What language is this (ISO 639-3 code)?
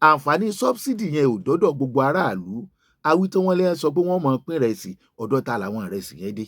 yor